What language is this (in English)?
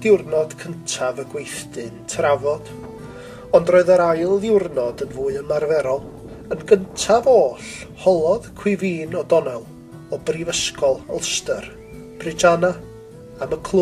Welsh